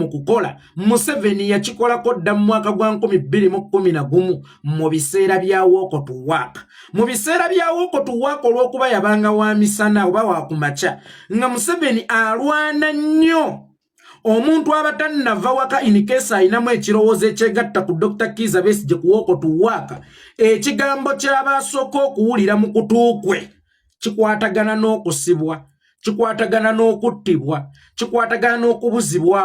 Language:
Ganda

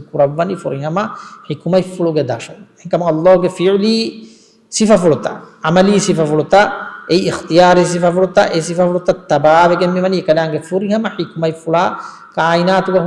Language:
Divehi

